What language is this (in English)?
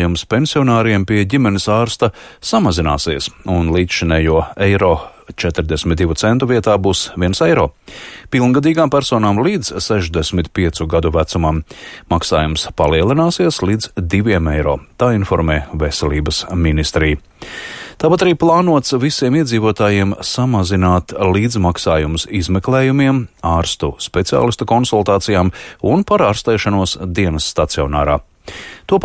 Latvian